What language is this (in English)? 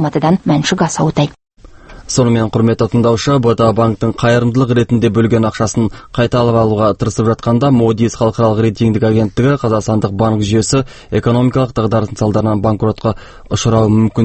Kazakh